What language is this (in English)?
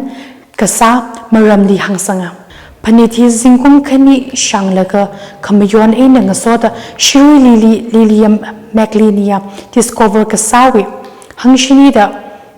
Tangkhul Naga (India)